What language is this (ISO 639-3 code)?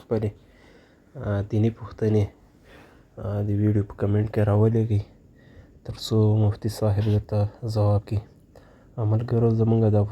pus